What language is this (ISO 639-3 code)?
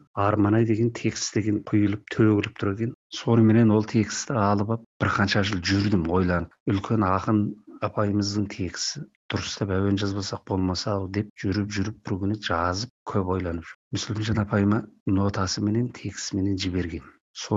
kaz